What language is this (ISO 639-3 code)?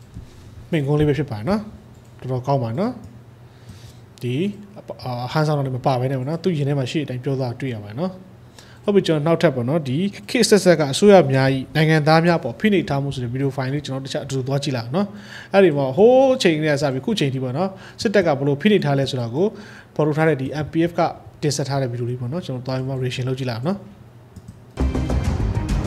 mya